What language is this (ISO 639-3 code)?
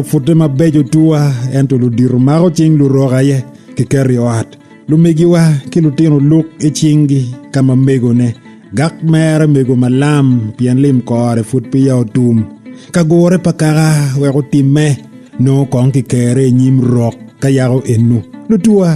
ach